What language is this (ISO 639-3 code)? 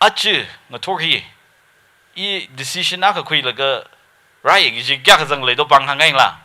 nmf